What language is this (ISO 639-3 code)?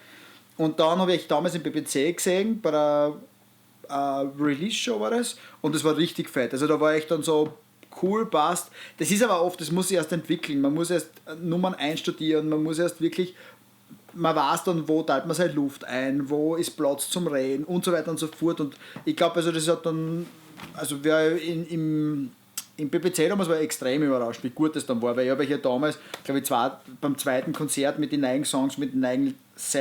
bar